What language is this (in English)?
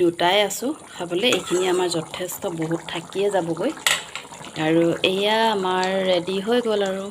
Assamese